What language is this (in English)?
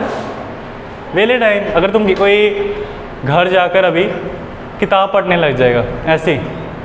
Hindi